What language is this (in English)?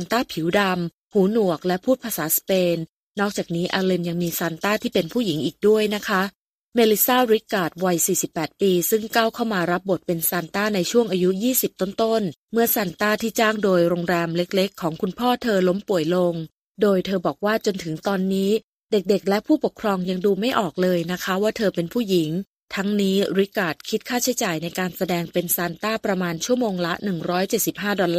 Thai